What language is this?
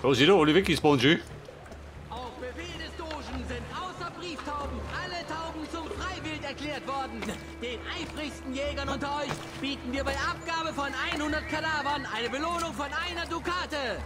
Bavarian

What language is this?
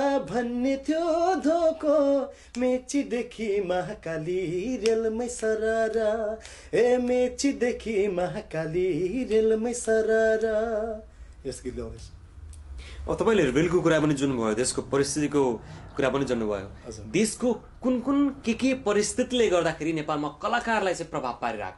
Nepali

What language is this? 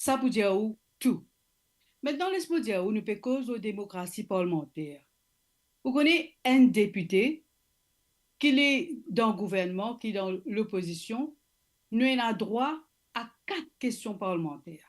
Morisyen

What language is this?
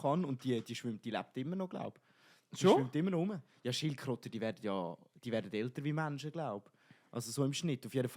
Swiss German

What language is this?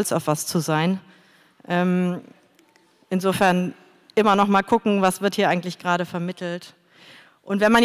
German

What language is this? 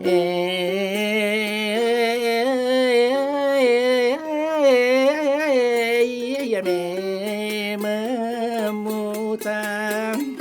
Buginese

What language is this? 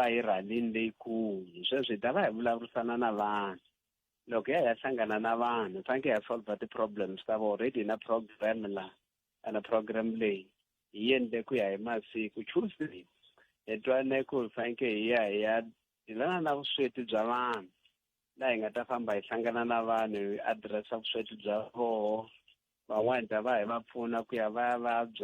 Tsonga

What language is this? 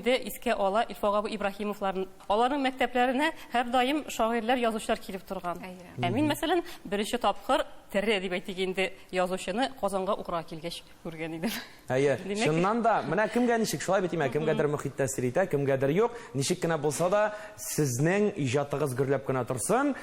Tatar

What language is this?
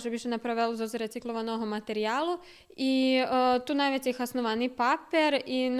Rusyn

